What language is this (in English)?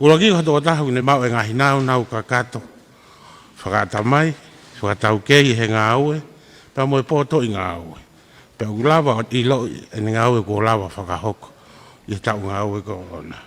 Tongan